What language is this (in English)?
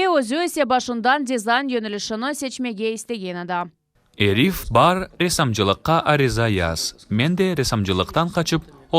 Crimean Tatar